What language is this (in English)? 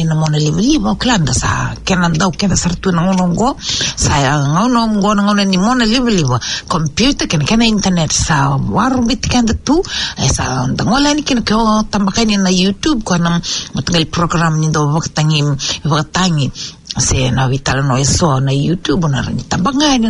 Fijian